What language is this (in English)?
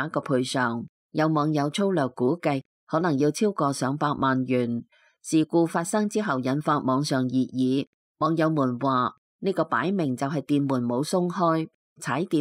Cantonese